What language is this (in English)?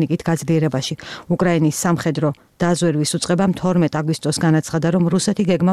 Georgian